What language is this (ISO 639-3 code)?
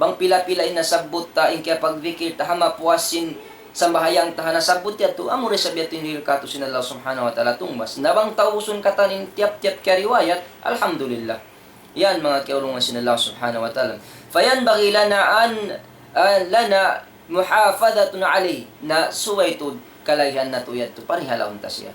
tsg